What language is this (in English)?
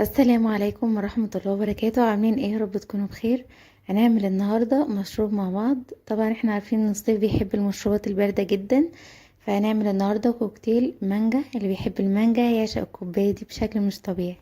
Egyptian Arabic